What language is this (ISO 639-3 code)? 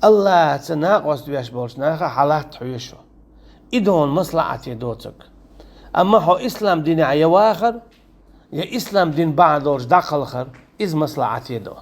che